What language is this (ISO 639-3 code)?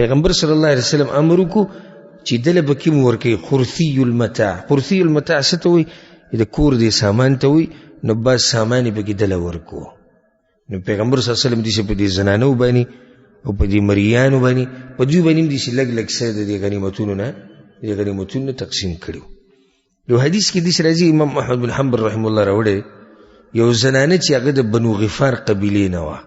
pus